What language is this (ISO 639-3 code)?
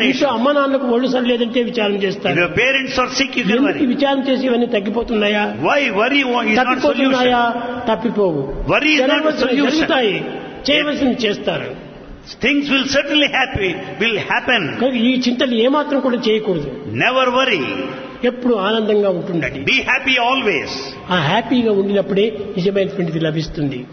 tel